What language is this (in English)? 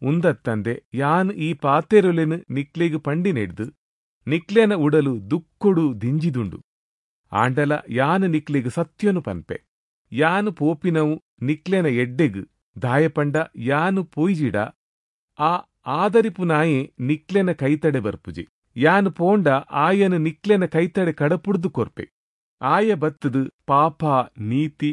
Tulu